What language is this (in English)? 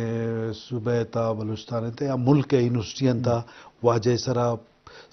Eastern Balochi